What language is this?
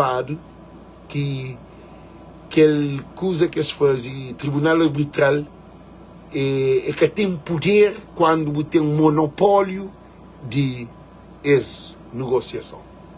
Kabuverdianu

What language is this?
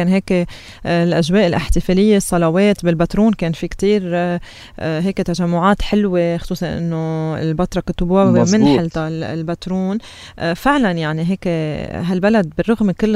North Levantine Arabic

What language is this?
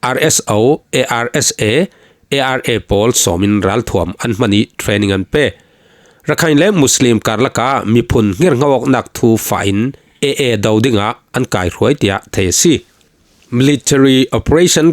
Falam Chin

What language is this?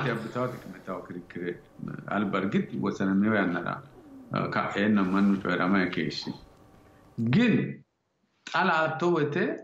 Sidamo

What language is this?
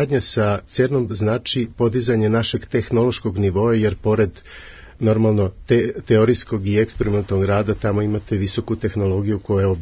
Serbian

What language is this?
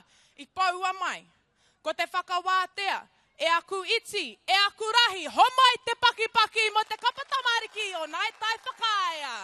Māori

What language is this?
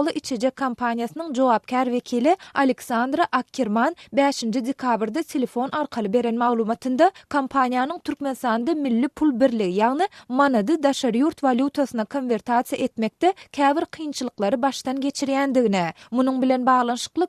Turkmen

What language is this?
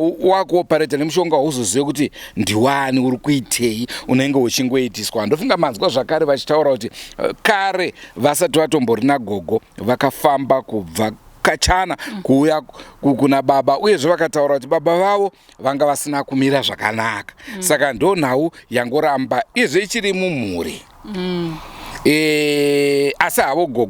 Shona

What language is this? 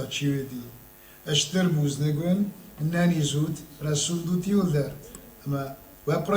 Ossetic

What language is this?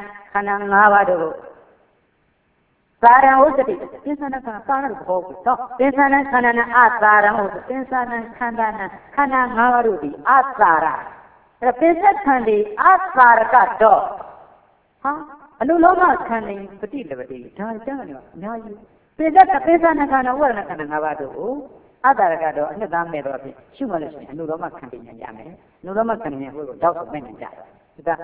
Burmese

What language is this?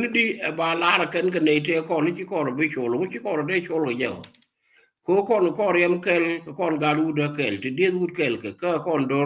Nuer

